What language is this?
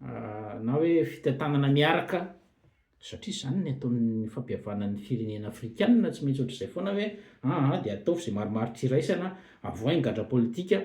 Malagasy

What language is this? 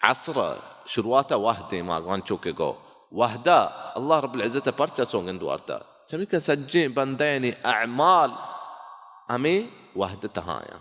Baluchi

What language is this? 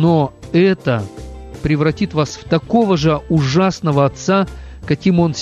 Russian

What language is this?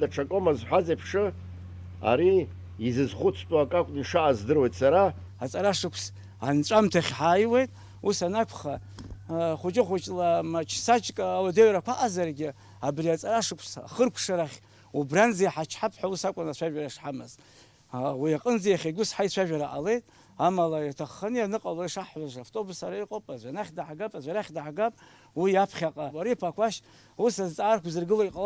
Abkhazian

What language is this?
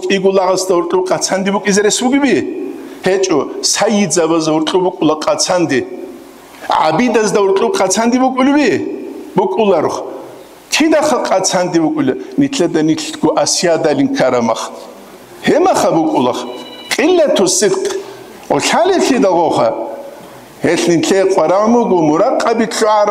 Avaric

